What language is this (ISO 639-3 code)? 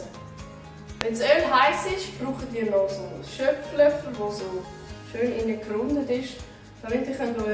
gsw